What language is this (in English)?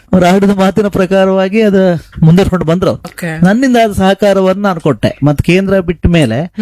Kannada